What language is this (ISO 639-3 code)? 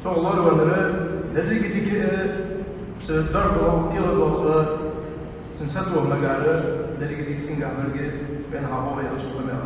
inh